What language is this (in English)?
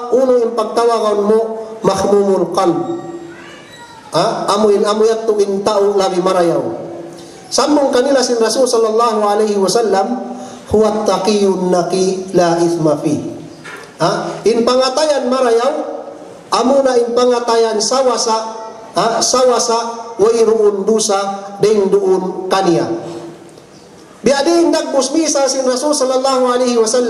Tausug